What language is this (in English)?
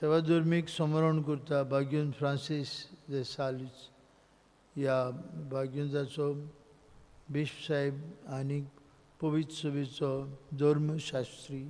Konkani